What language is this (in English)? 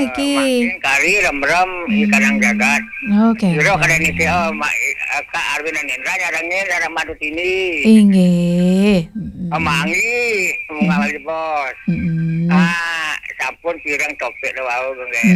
Balinese